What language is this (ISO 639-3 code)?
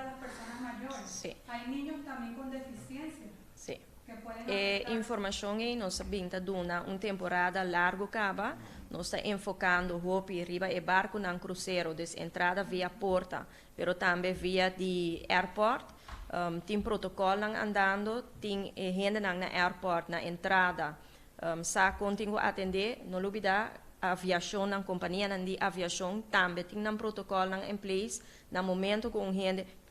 pap